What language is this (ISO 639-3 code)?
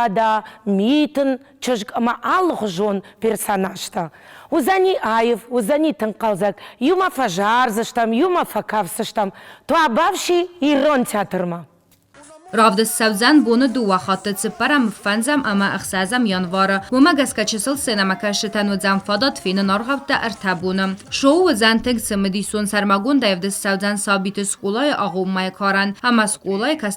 oss